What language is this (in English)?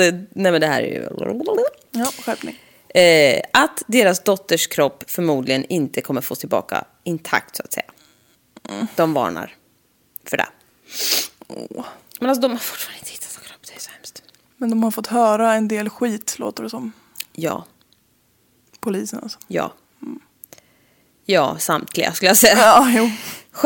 Swedish